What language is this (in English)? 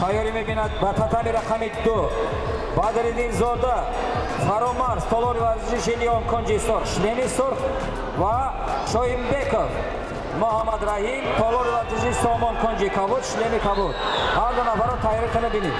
Tajik